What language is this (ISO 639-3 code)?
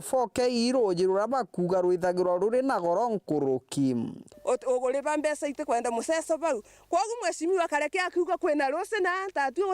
mer